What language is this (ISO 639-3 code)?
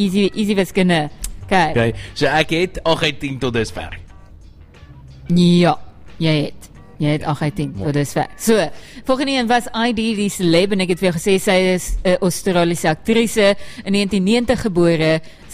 afr